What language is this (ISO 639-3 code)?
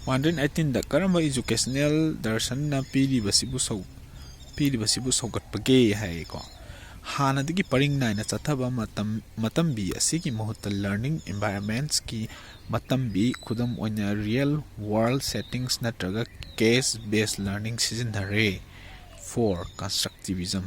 mni